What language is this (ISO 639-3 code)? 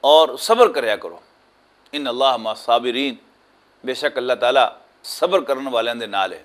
lah